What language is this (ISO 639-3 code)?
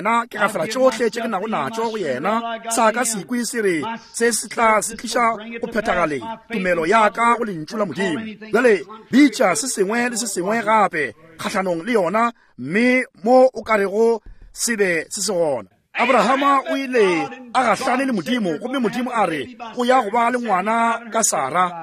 nso